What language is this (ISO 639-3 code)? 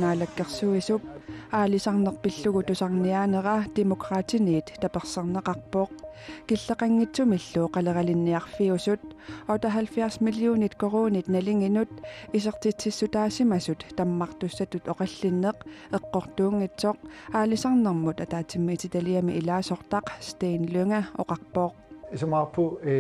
kal